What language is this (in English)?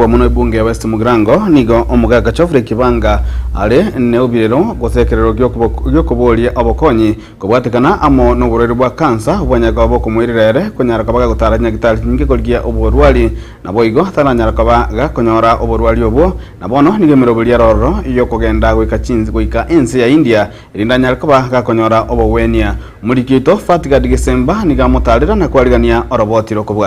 Gusii